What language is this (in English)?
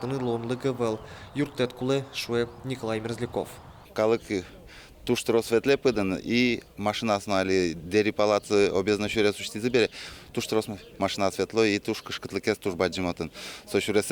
Udmurt